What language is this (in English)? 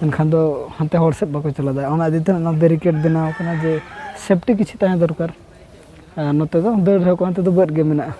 Santali